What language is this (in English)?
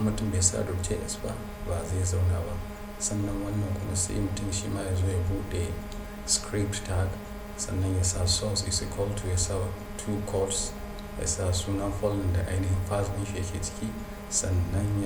Hausa